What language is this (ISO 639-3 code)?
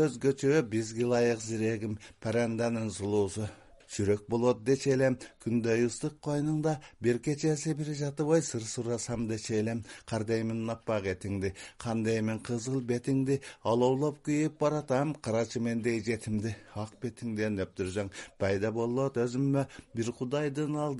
kir